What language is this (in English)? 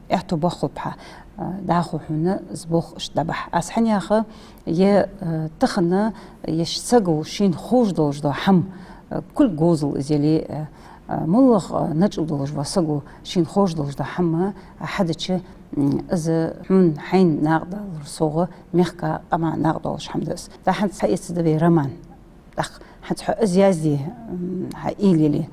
Ingush